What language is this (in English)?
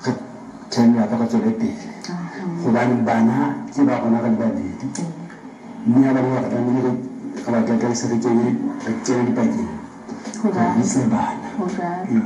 Southern Sotho